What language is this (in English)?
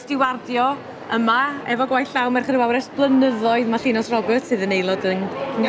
Welsh